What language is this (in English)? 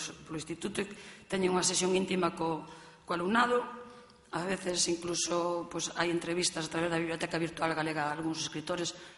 Galician